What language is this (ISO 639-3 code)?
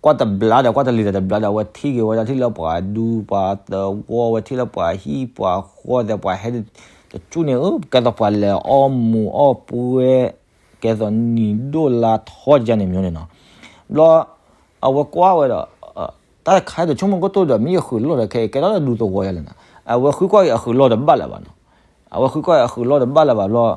ksw